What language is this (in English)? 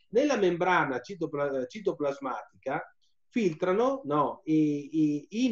Italian